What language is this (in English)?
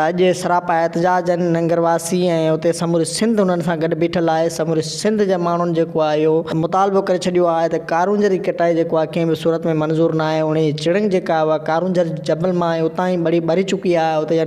Sindhi